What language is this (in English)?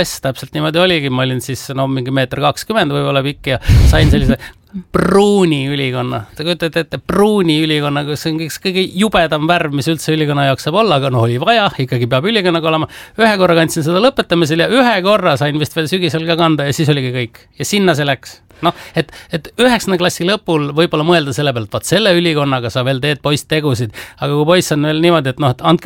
Estonian